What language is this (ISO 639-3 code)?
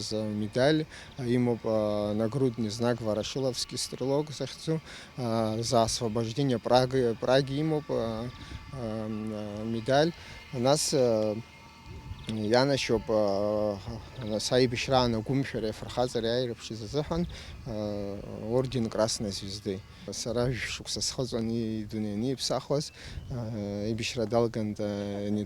abk